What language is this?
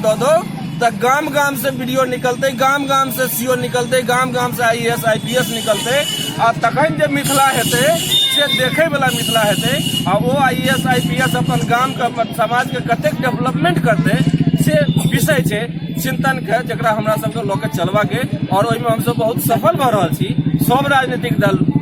Maithili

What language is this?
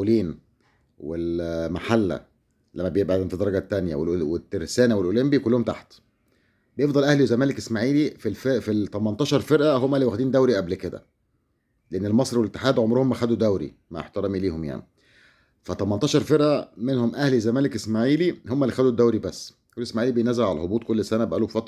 Egyptian Arabic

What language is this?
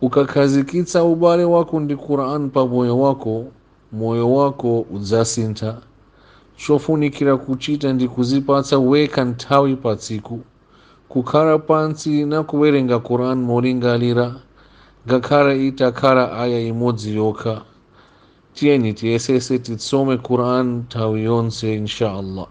Nyanja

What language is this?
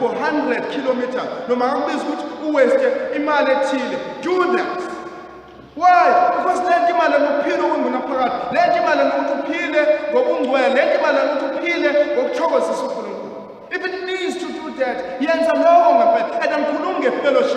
Zulu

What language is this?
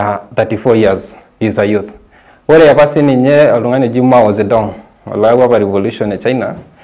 Masai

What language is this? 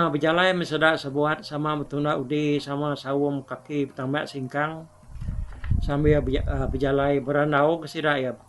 Iban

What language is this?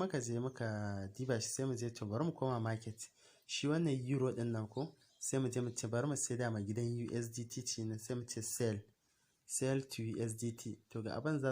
Hausa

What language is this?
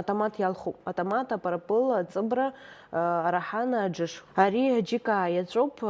Abkhazian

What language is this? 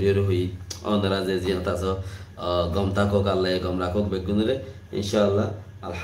Rohingya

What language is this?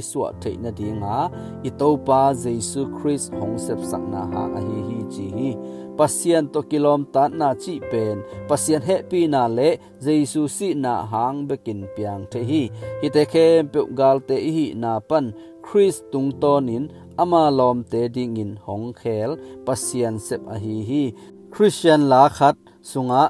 Tedim Chin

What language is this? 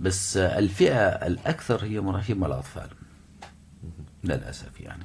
North Levantine Arabic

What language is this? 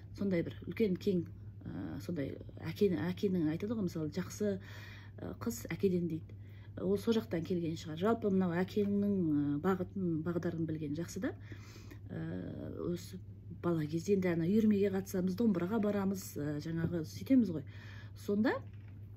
Kazakh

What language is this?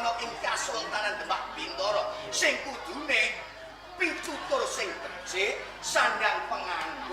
Javanese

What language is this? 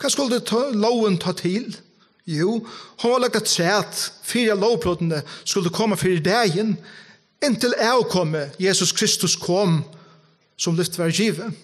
Faroese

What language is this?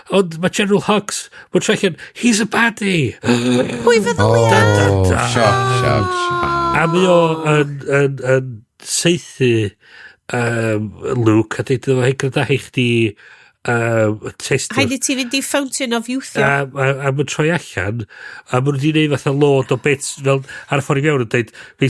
Welsh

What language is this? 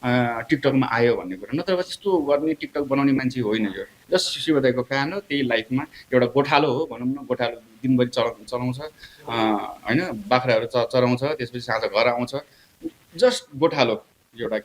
Nepali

